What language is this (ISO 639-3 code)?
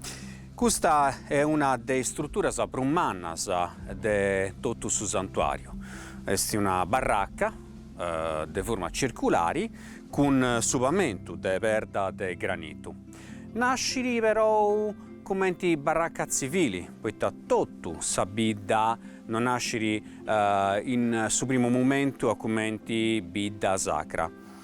srd